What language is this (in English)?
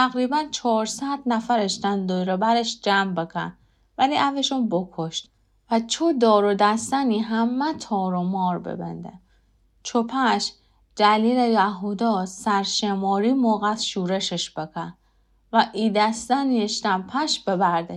Gilaki